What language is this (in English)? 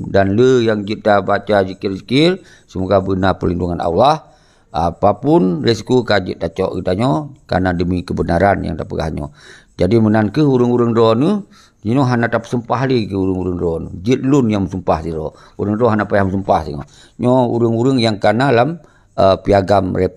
Achinese